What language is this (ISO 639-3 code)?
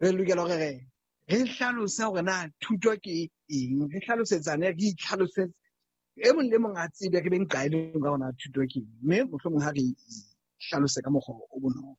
sot